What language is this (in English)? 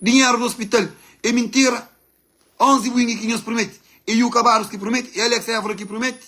Kabuverdianu